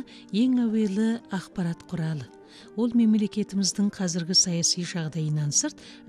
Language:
Kazakh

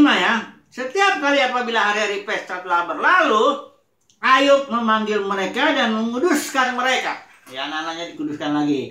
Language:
Indonesian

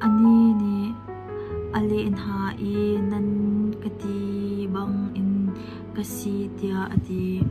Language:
Hakha Chin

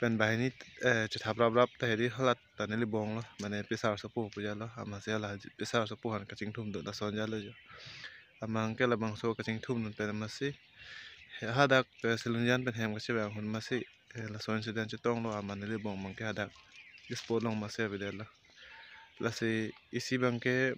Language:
Karbi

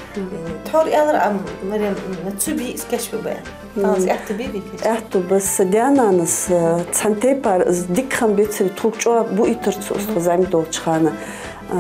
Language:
Ingush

